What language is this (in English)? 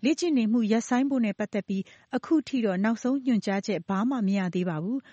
Burmese